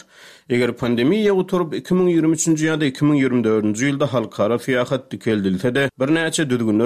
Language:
Turkmen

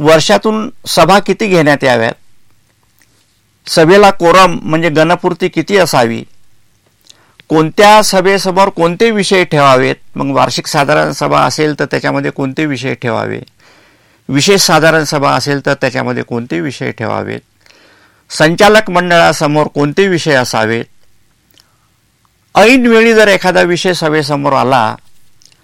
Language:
Marathi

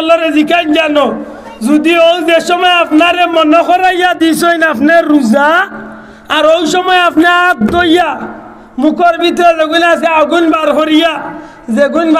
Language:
Sylheti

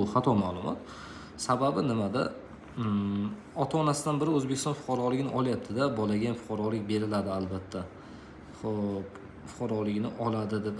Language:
Uzbek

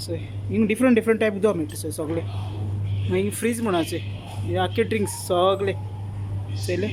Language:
Konkani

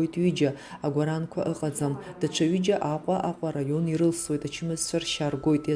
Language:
Abkhazian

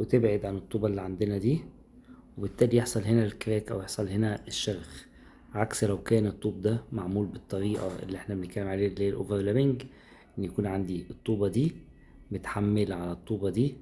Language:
Egyptian Arabic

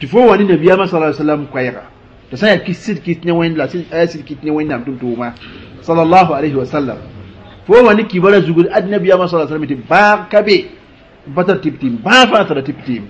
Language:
Mossi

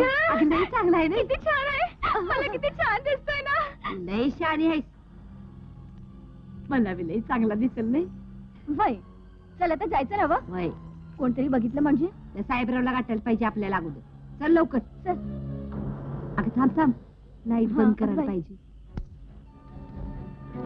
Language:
Marathi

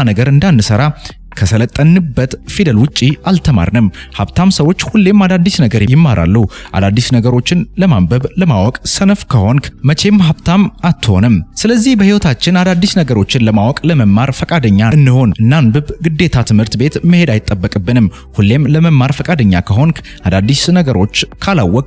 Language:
Amharic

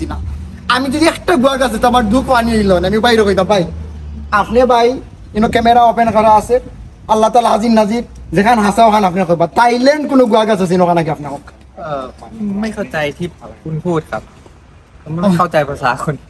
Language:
Sylheti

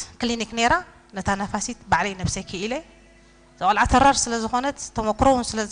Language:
Tigrinya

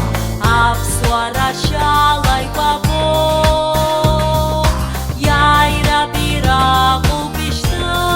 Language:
Abkhazian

